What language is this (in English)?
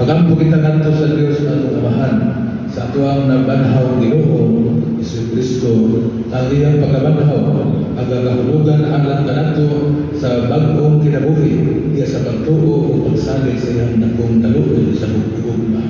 Cebuano